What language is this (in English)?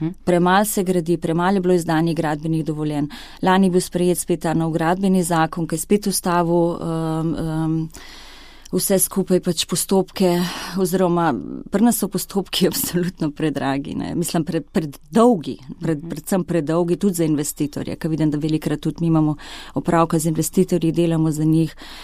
Slovenian